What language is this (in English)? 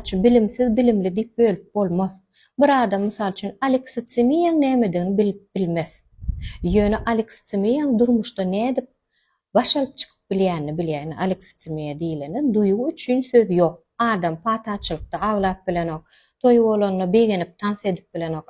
Turkmen